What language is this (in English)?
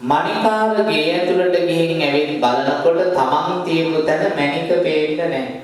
Sinhala